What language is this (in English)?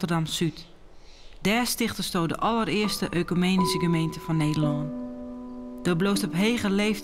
Western Frisian